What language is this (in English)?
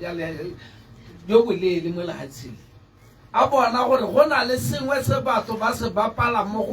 Tswana